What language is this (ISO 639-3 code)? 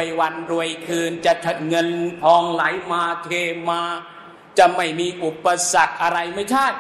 tha